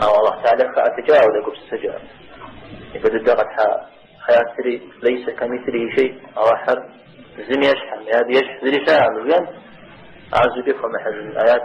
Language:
Kabardian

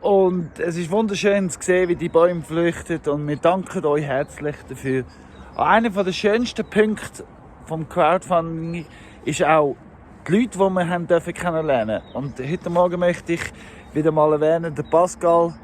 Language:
Swiss German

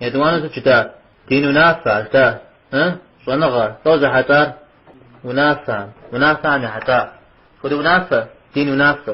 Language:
Kabardian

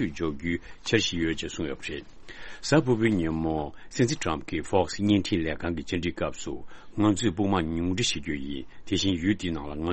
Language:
Tibetan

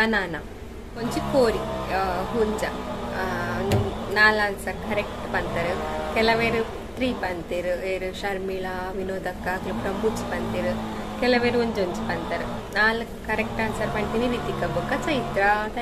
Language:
Tulu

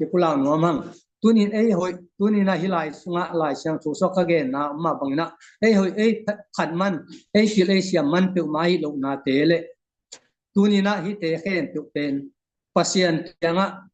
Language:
Tedim Chin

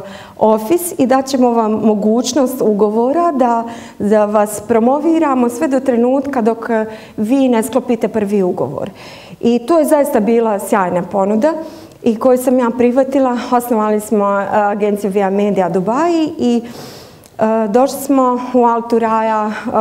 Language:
Bosnian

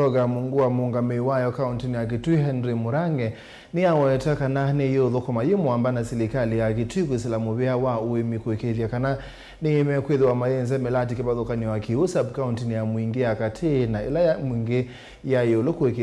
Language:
Kamba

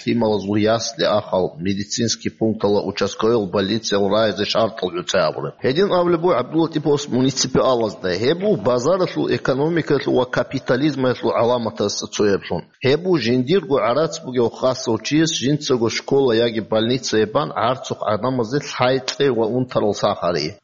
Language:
Avaric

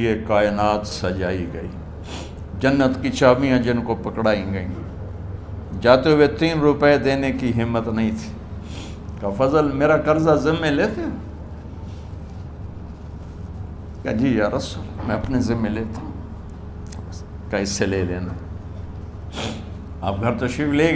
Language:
Urdu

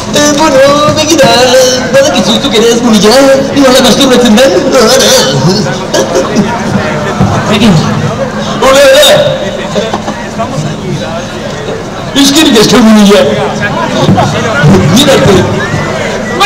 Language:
Basque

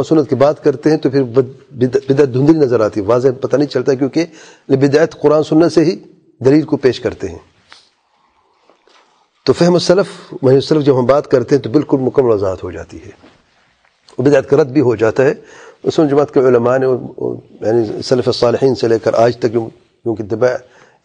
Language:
Urdu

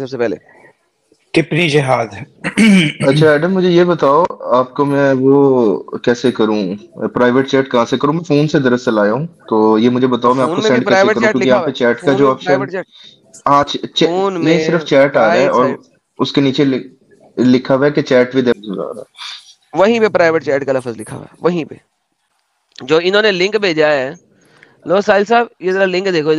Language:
Urdu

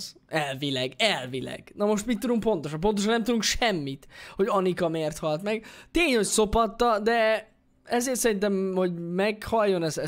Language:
Hungarian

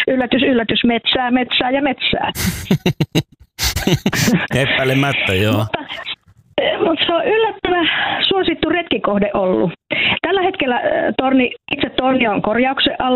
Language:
Finnish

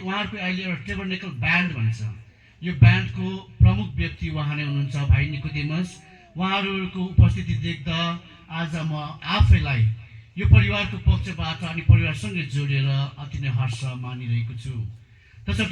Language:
Nepali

